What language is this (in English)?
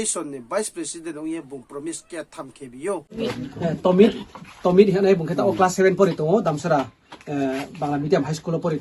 Riang (India)